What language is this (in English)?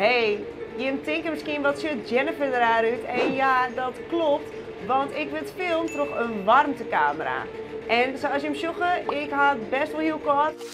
Western Frisian